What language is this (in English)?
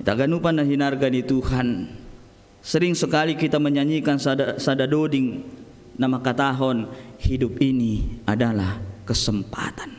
Batak Simalungun